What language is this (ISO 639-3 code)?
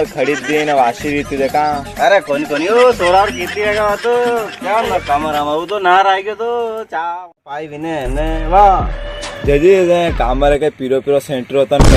raj